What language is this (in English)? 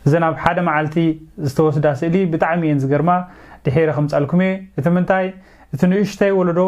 Tigrinya